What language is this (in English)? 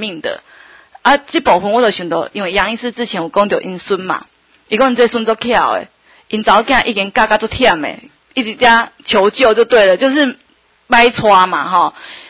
Min Nan Chinese